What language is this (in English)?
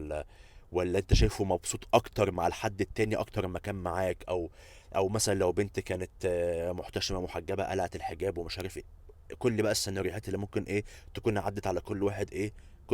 Egyptian Arabic